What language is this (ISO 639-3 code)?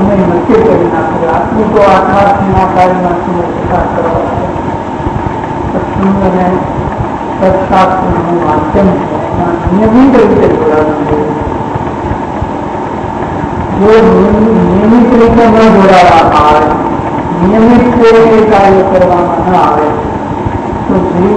guj